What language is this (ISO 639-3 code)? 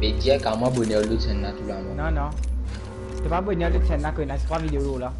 mfe